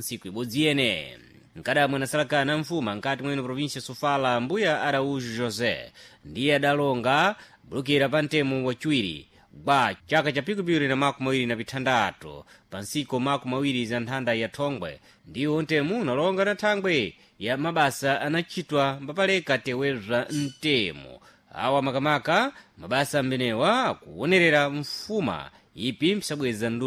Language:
Sena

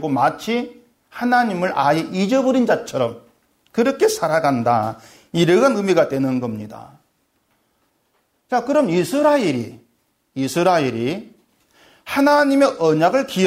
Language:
Korean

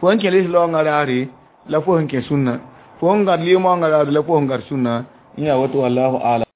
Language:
Mossi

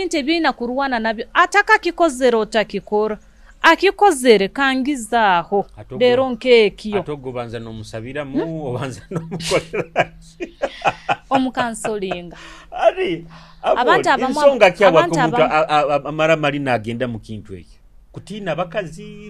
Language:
Nyoro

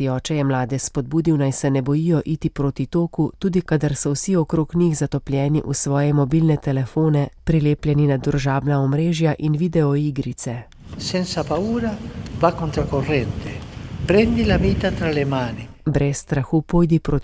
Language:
Slovenian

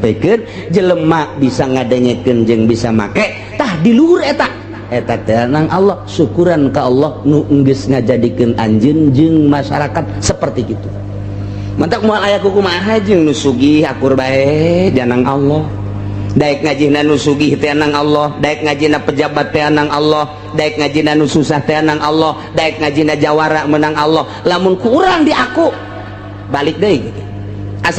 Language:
Sundanese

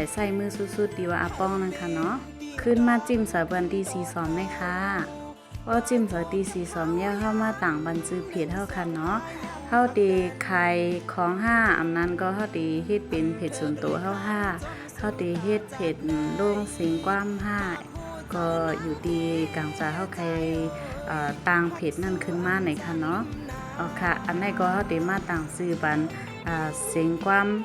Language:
Shan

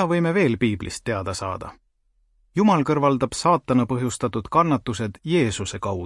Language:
Estonian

